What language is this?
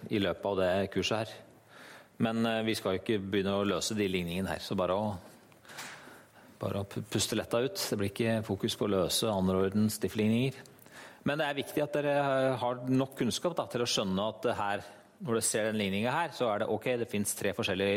Norwegian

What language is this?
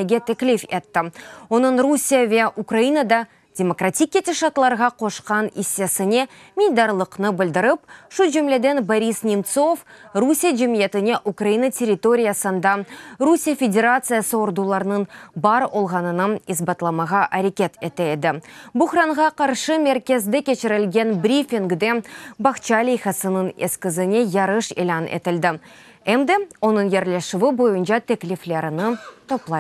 Crimean Tatar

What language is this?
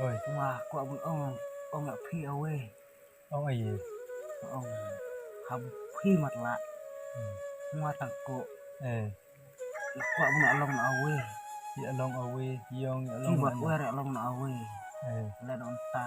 Khasi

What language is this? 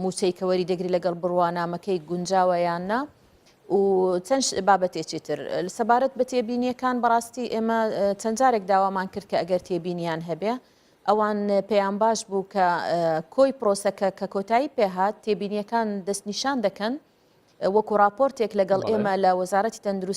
Central Kurdish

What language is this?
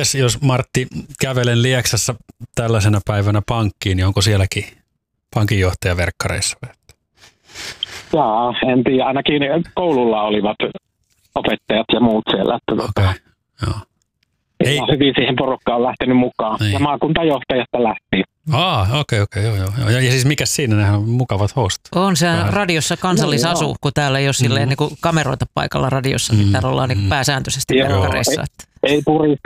Finnish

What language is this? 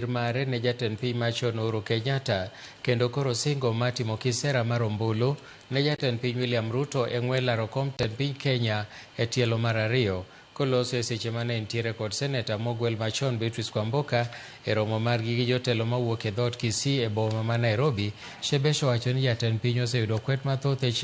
Luo (Kenya and Tanzania)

